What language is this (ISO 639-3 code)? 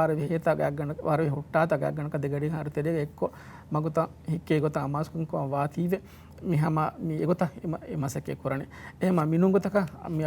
div